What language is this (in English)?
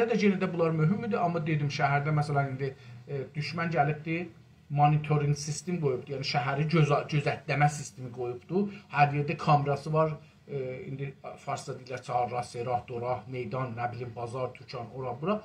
South Azerbaijani